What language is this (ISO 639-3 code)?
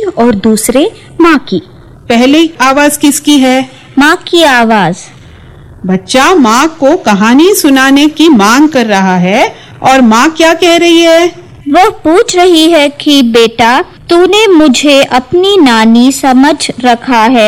hin